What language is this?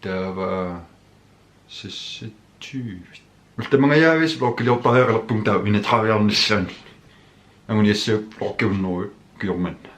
Kalaallisut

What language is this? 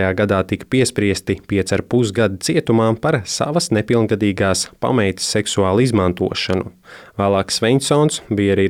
Latvian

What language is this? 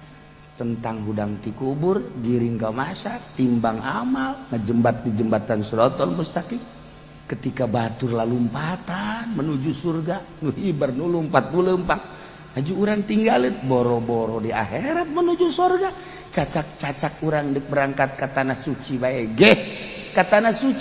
Sundanese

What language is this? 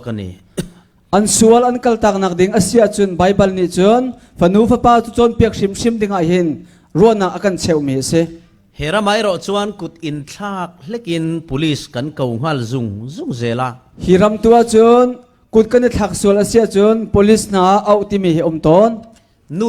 Falam Chin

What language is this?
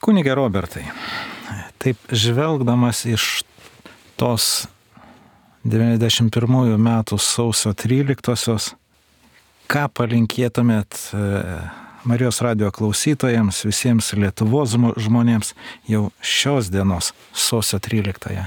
Lithuanian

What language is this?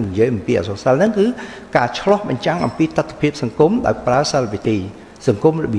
Khmer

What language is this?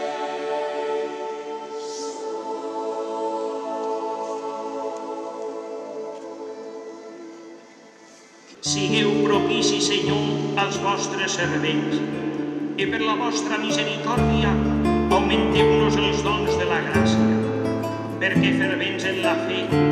Catalan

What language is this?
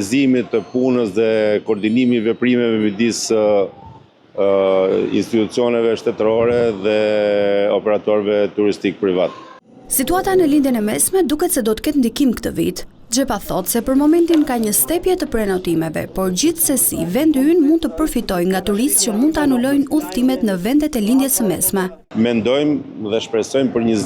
Albanian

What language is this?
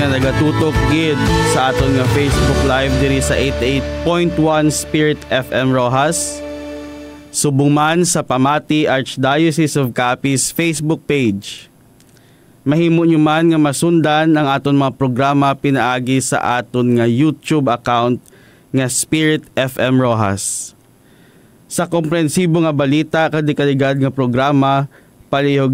Hiligaynon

